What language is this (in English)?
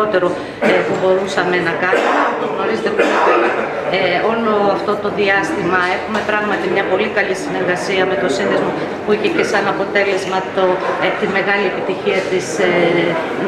Greek